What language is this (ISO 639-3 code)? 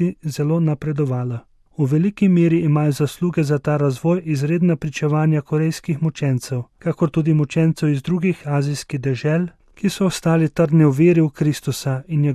slv